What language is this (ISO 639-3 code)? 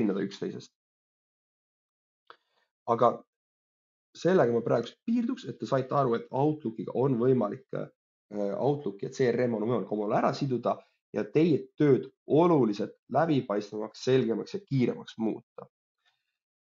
est